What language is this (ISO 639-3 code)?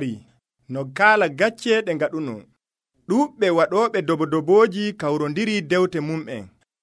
fuv